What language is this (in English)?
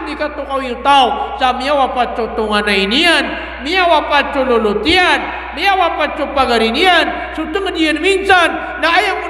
Maranao